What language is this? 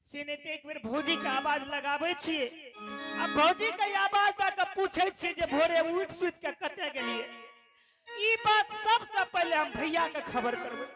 Angika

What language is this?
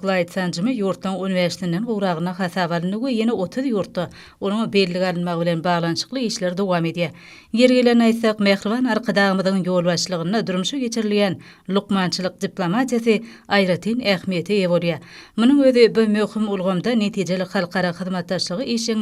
Turkmen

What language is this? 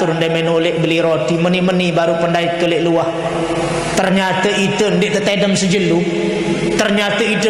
Sasak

